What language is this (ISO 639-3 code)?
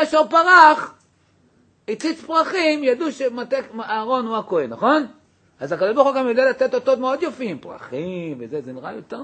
heb